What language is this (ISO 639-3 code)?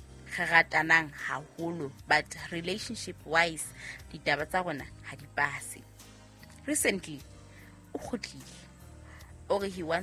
sot